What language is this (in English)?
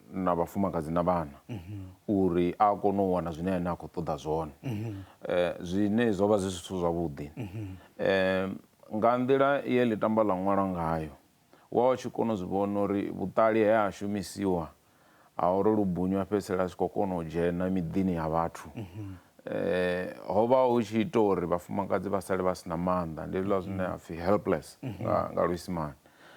Venda